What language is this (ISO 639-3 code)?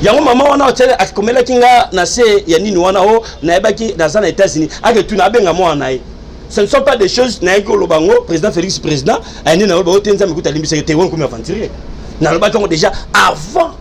lin